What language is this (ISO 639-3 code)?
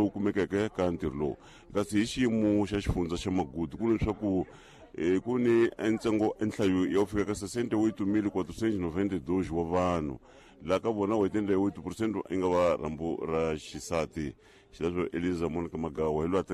tso